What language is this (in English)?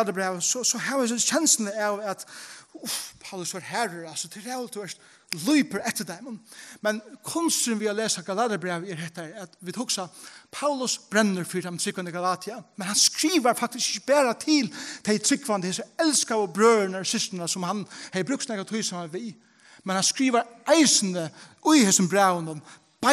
Faroese